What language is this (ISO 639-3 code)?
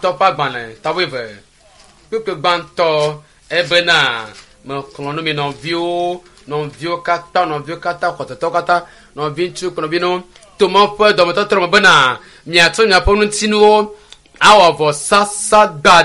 ewe